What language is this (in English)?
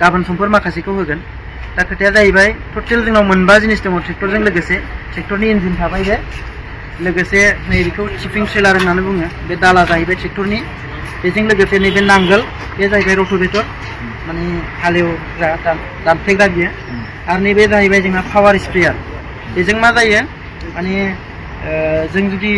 Bodo